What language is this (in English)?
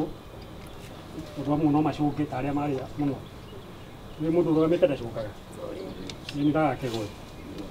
Kikuyu